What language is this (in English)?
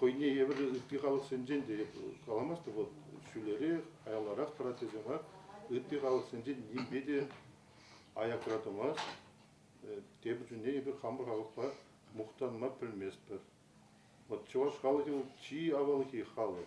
Chuvash